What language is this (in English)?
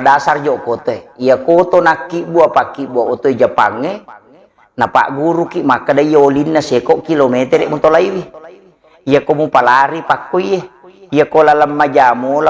Buginese